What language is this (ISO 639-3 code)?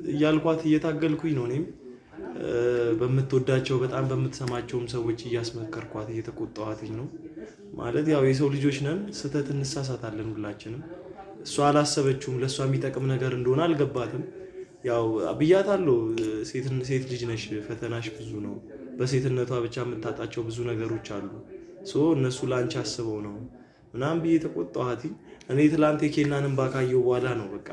amh